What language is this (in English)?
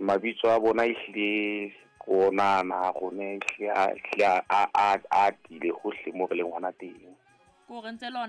Southern Sotho